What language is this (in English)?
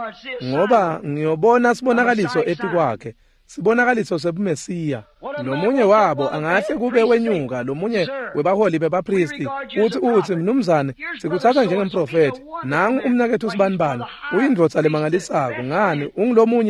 Swati